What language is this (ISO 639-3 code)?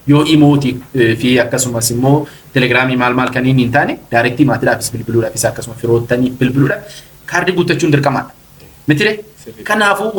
orm